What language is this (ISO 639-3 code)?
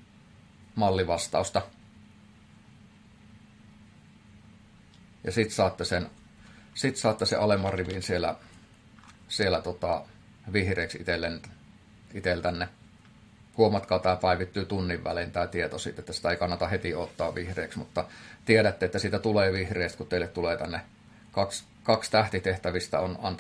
fin